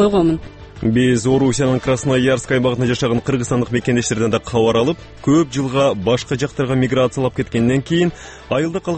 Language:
Kyrgyz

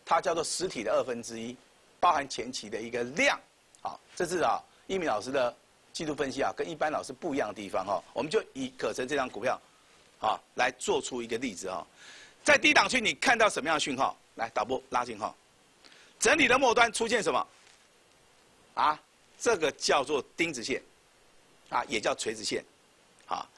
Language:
Chinese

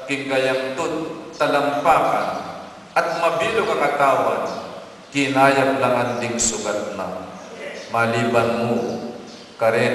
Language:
Pampanga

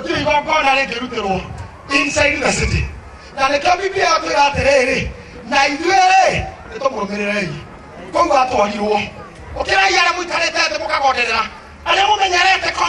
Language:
Kikuyu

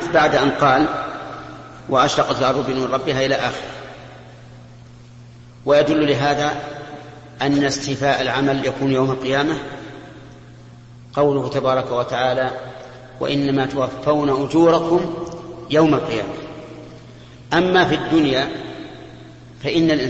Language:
Arabic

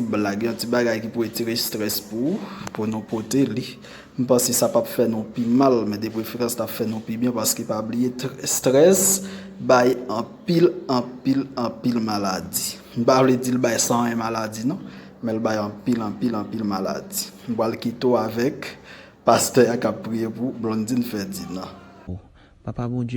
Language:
Haitian Creole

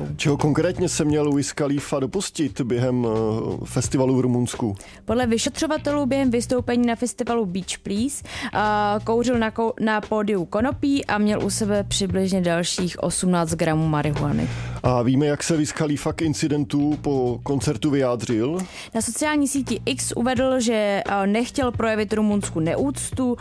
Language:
Czech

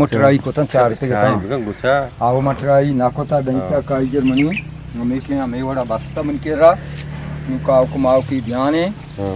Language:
Eastern Balochi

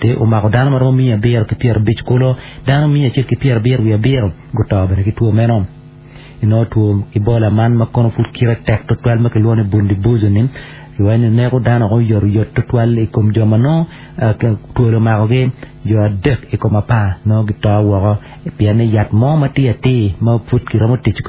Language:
Acoli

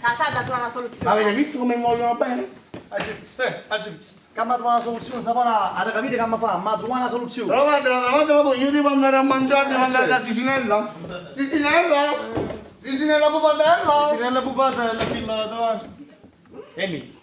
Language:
Neapolitan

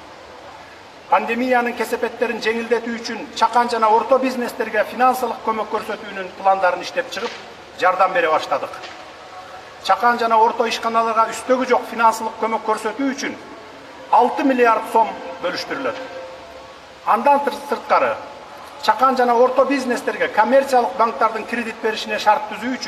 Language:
Kyrgyz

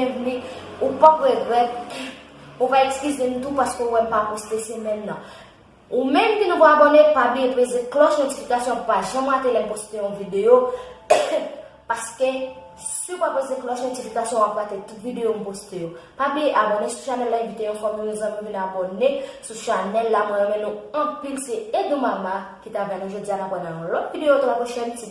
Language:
Haitian Creole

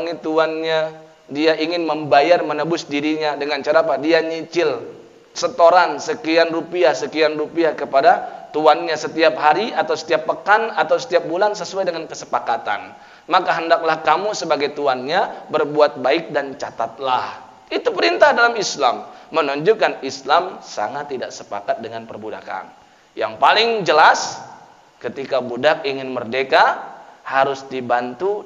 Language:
Indonesian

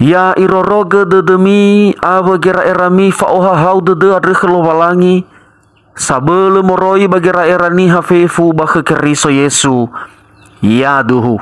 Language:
Nias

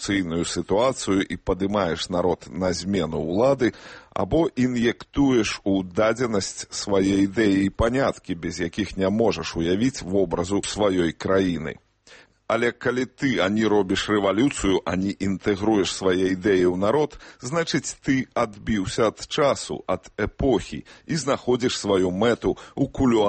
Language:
Belarusian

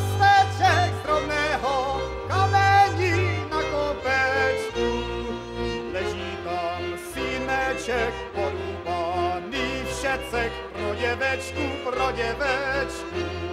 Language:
Czech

